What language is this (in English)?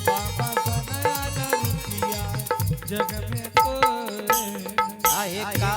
Angika